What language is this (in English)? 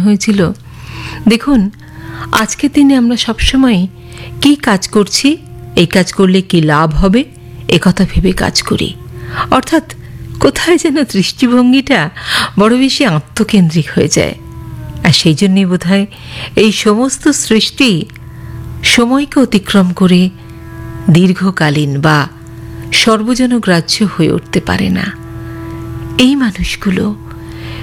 Bangla